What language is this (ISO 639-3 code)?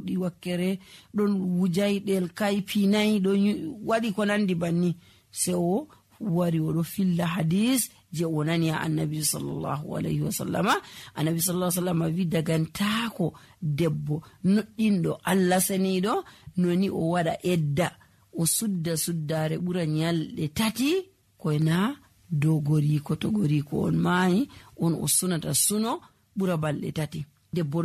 fuv